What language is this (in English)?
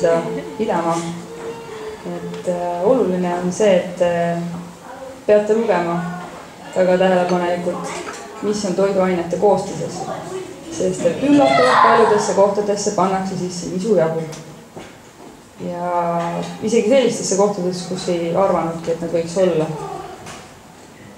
Estonian